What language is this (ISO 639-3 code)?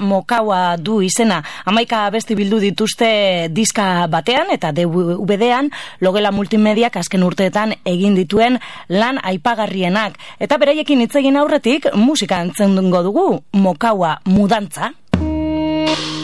eus